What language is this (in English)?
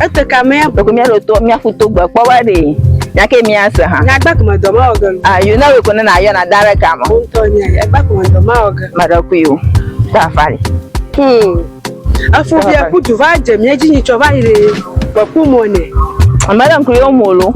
Ewe